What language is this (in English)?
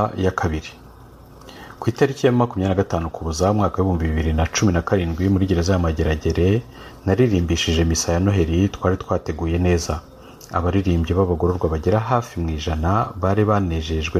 Kinyarwanda